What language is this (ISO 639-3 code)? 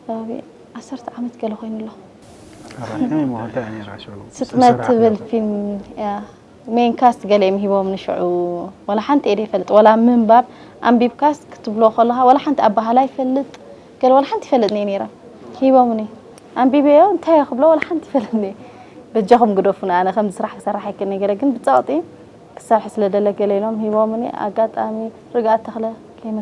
tir